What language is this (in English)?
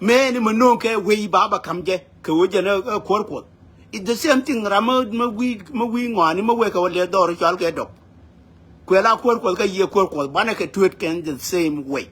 Nuer